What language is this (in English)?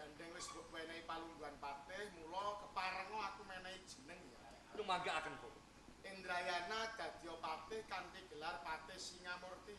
Javanese